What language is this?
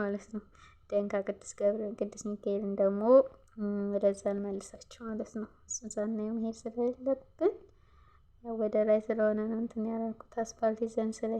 Amharic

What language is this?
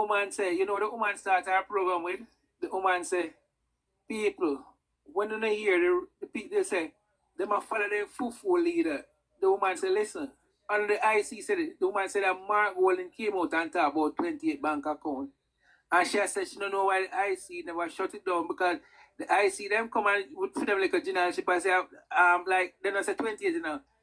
Jamaican Creole English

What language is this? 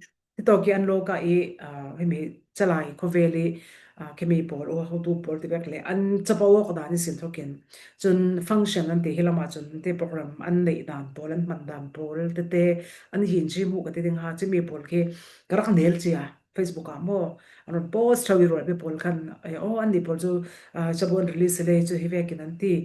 Falam Chin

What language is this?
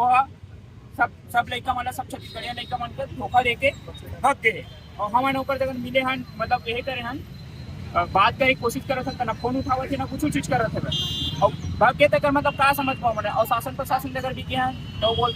Chhattisgarhi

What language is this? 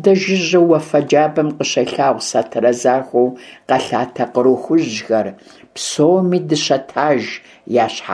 Kabardian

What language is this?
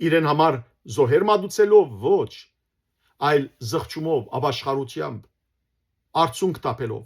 Western Armenian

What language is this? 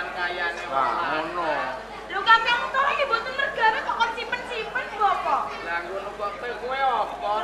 Javanese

